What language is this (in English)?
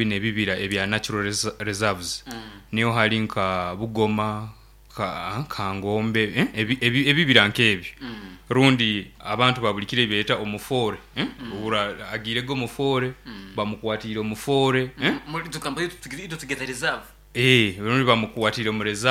Nyoro